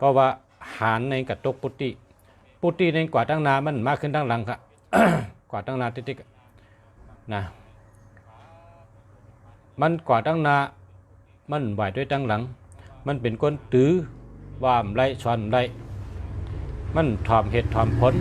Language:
Shan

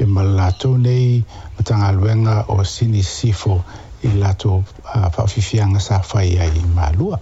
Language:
Samoan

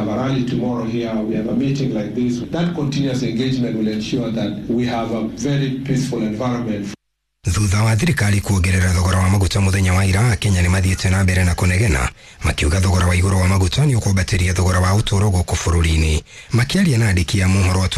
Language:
Kikuyu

